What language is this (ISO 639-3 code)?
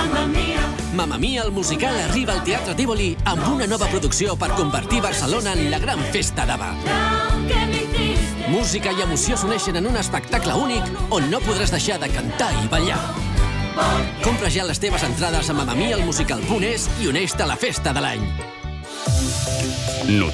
cat